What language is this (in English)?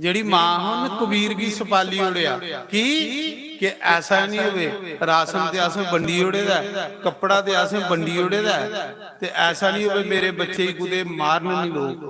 Dogri